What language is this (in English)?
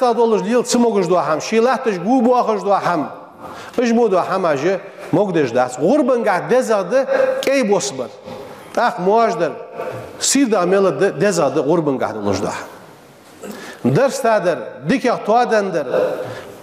Ingush